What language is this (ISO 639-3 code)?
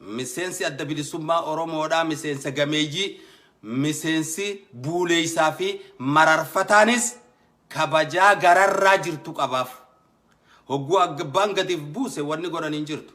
orm